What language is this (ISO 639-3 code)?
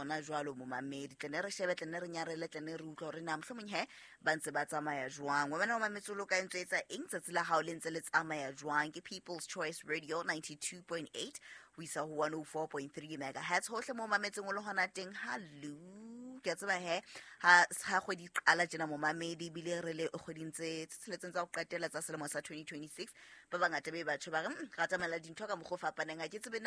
sot